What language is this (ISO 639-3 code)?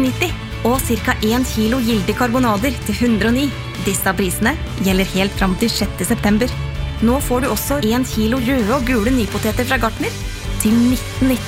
nor